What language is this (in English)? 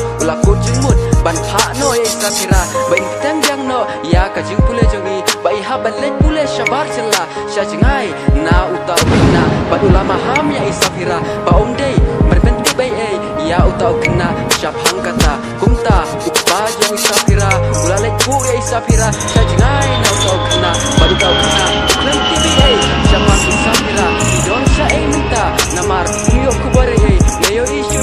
Khasi